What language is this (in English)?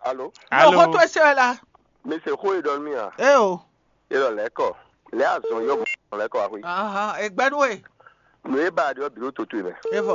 Fon